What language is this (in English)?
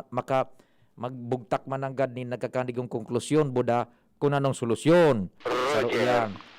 Bikol